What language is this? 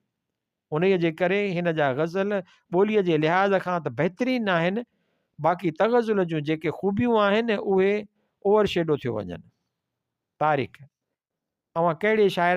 Sindhi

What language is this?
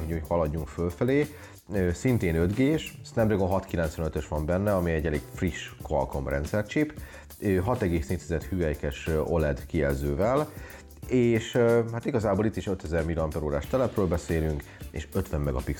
Hungarian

